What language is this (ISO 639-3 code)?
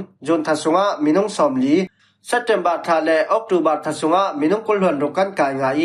cfm